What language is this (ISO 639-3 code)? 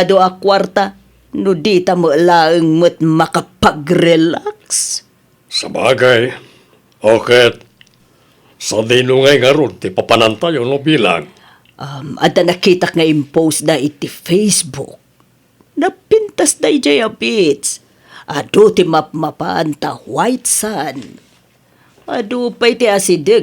ilo